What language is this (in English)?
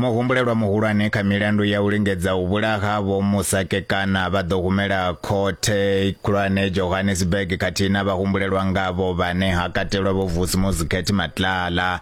Venda